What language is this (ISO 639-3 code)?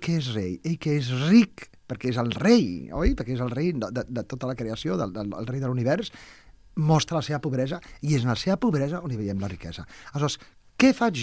cat